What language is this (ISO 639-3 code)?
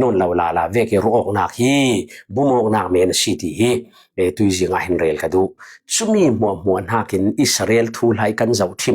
cfm